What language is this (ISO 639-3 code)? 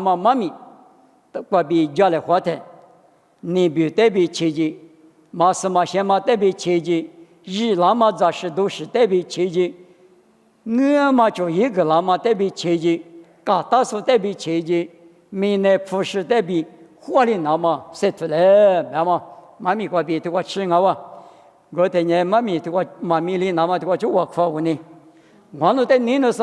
lis